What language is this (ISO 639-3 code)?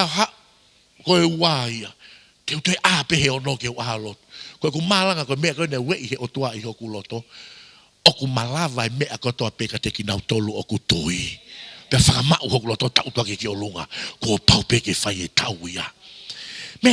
ton